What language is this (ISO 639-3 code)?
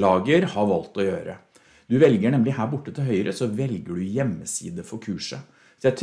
nor